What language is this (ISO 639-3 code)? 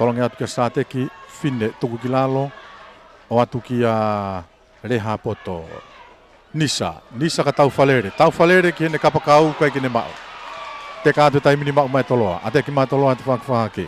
ton